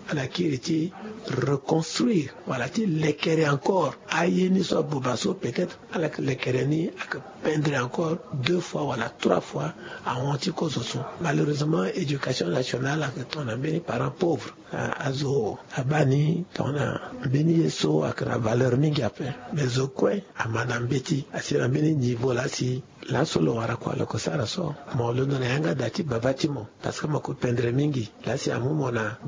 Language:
Sango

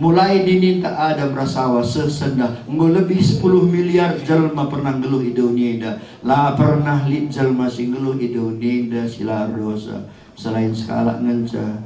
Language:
Batak Karo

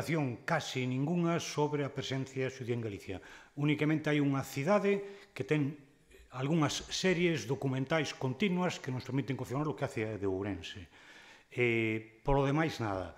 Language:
Galician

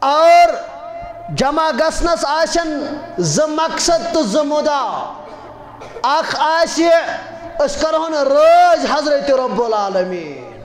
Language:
Kashmiri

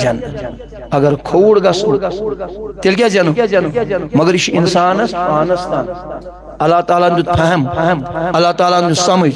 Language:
Kashmiri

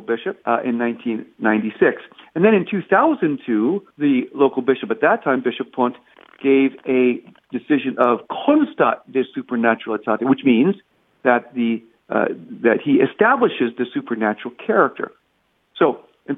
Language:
English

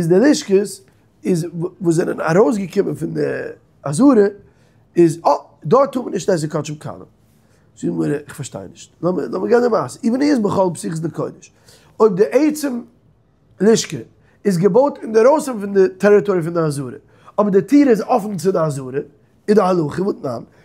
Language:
Yiddish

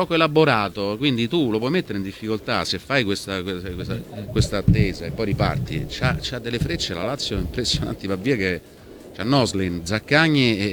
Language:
Italian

